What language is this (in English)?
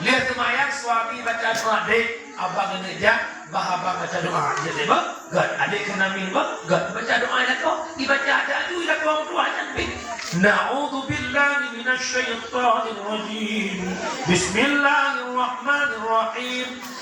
Achinese